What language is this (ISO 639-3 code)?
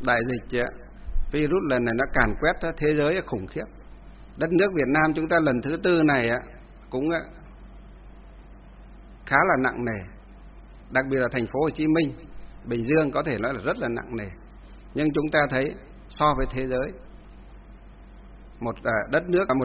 vie